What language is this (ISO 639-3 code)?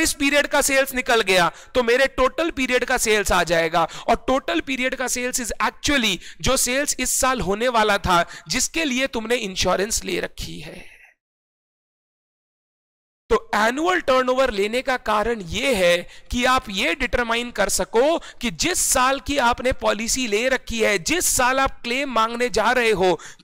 hin